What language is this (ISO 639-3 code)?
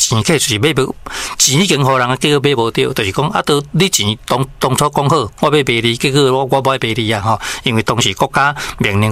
nan